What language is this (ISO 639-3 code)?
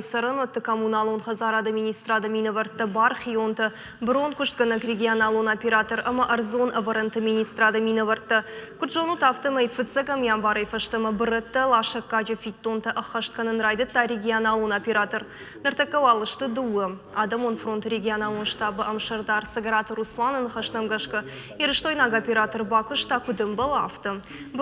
oss